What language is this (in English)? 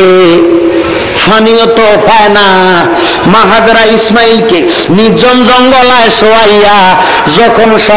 Bangla